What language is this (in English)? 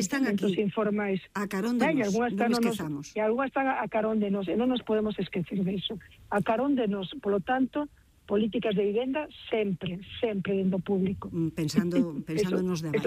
Galician